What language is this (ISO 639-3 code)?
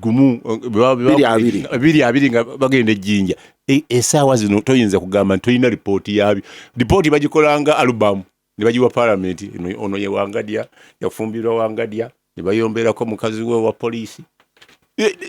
lug